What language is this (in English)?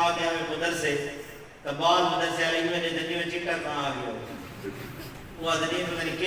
Saraiki